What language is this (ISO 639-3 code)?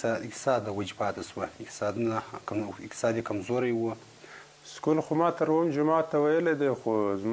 pus